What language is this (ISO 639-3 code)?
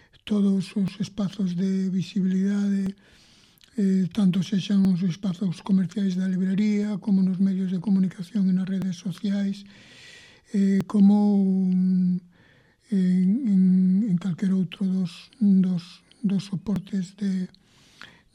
glg